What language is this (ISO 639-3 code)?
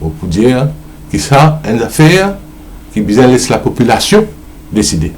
mfe